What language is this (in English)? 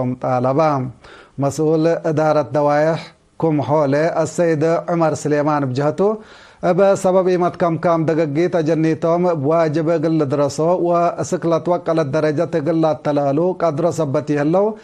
Tigre